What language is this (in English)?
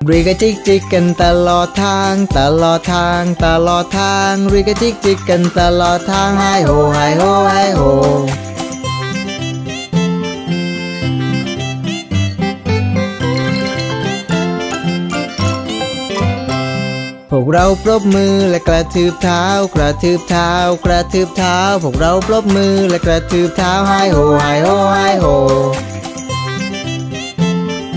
Thai